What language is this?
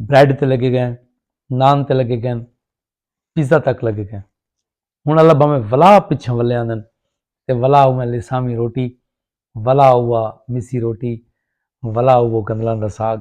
Saraiki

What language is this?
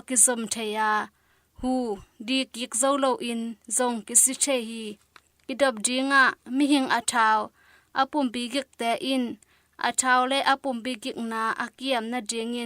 Tedim Chin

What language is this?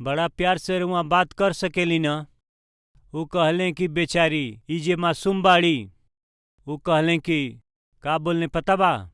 Bhojpuri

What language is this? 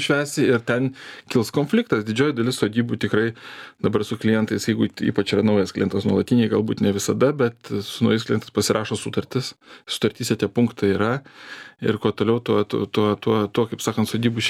Lithuanian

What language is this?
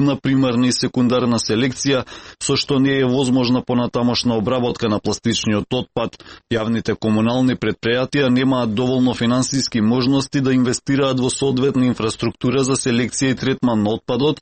Macedonian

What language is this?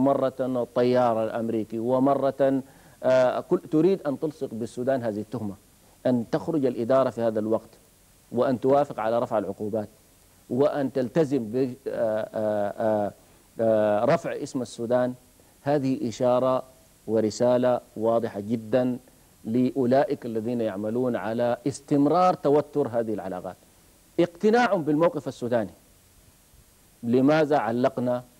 Arabic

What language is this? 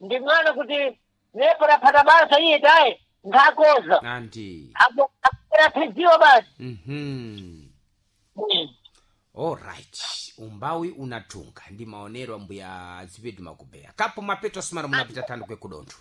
Sena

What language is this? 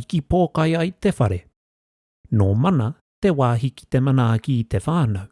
Māori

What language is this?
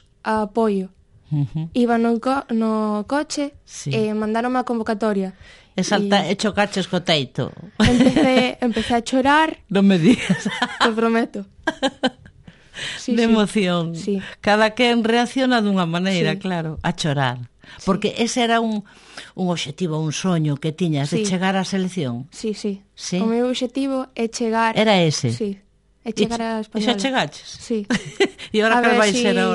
Galician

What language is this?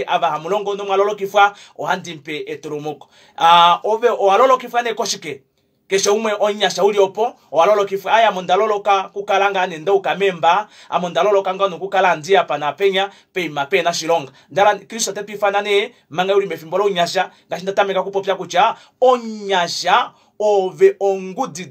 Kuanyama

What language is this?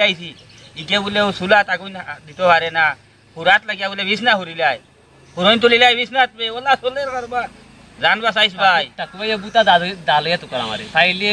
Sylheti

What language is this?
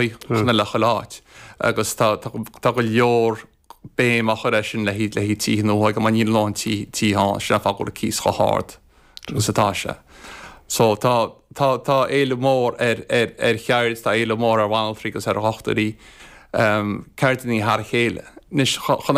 Irish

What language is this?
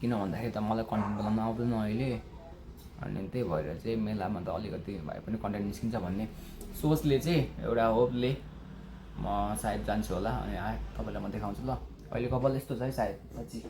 Nepali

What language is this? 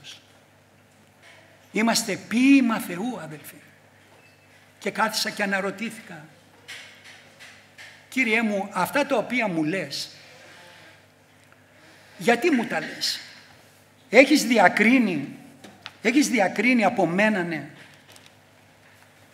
Greek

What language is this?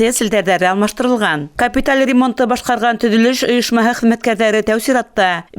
Bashkir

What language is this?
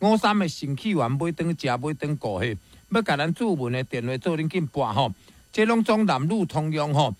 Min Nan Chinese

